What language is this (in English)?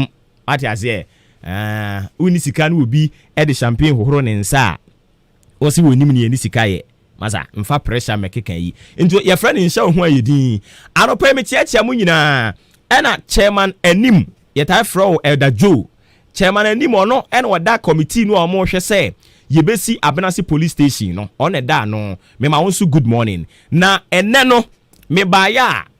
Akan